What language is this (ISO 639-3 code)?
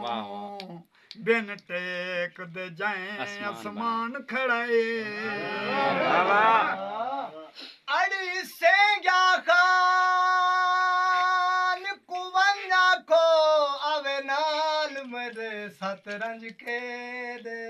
skr